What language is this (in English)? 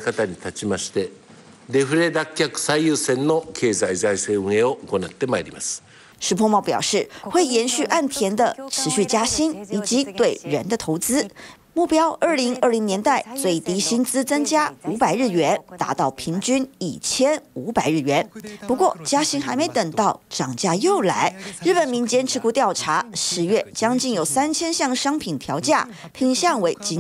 Chinese